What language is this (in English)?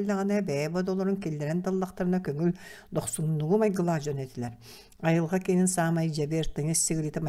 Yakut